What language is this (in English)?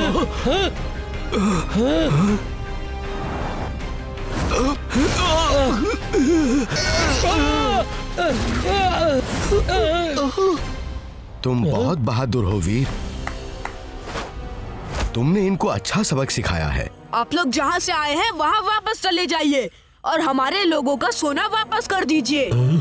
Hindi